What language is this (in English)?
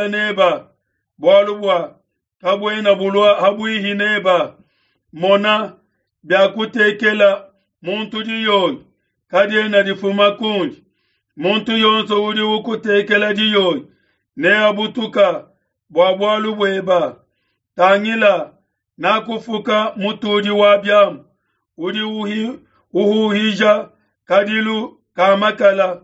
Luba-Lulua